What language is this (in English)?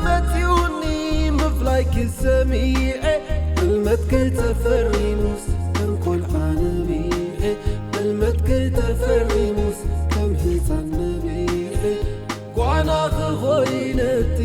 Tigrinya